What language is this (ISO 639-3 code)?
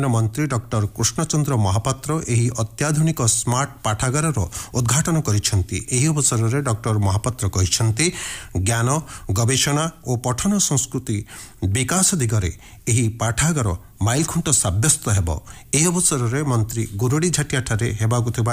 ori